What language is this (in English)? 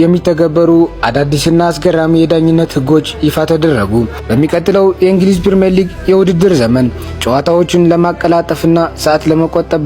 Amharic